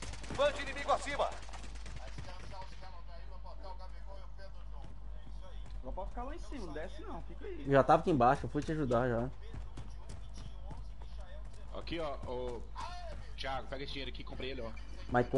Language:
Portuguese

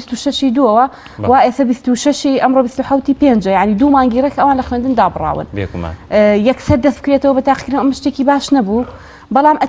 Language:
Central Kurdish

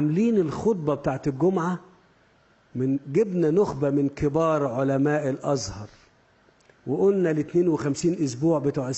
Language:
Egyptian Arabic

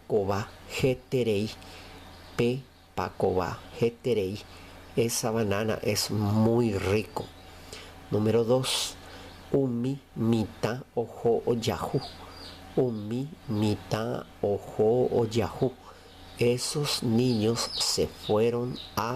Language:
Guarani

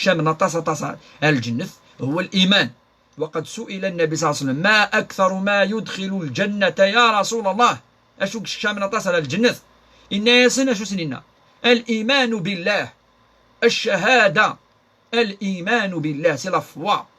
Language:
Kabyle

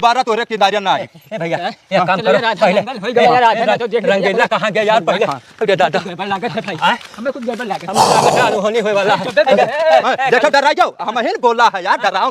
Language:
Awadhi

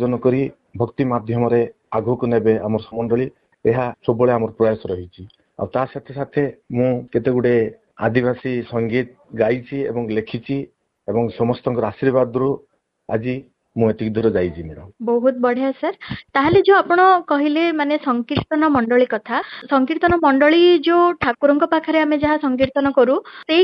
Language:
Odia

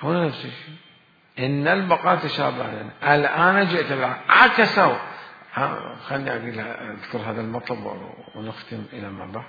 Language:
Mesopotamian Arabic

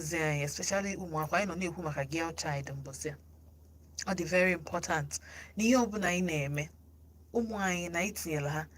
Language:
Igbo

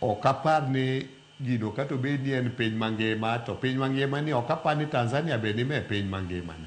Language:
Luo (Kenya and Tanzania)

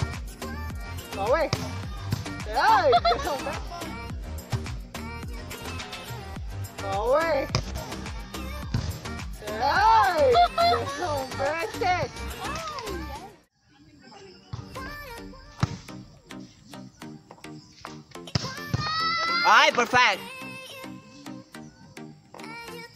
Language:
Filipino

